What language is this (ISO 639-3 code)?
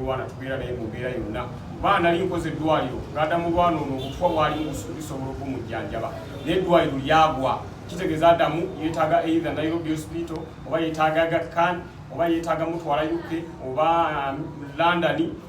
lug